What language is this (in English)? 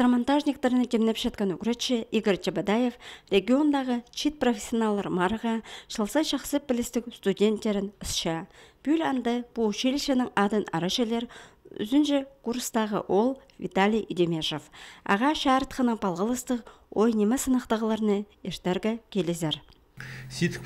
Khakas